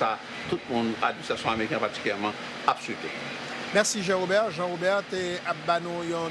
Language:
Haitian Creole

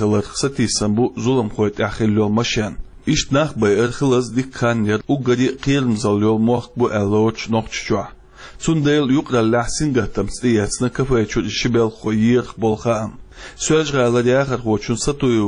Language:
Chechen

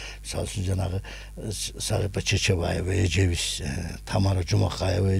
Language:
Kyrgyz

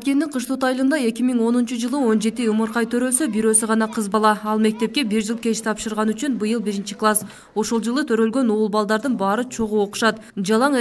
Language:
Kyrgyz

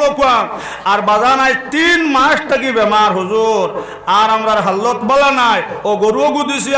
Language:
Sylheti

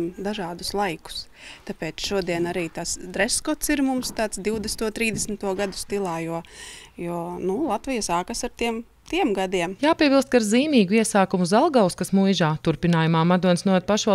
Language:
Latvian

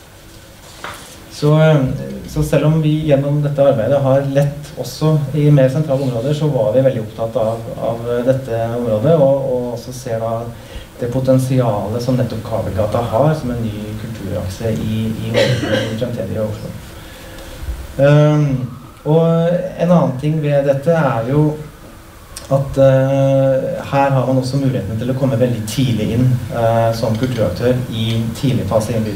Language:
Norwegian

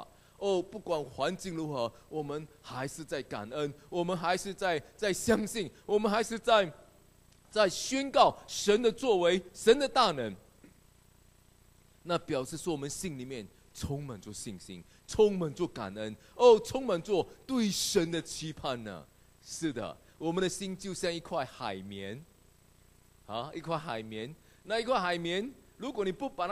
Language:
Chinese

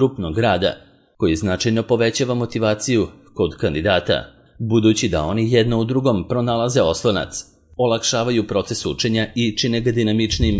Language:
Serbian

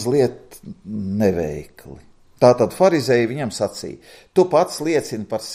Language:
Latvian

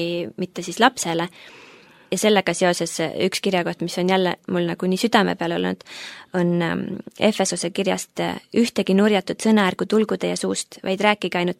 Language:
Estonian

